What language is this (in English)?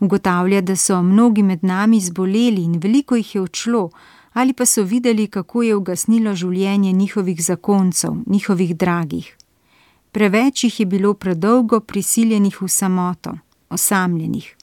Slovenian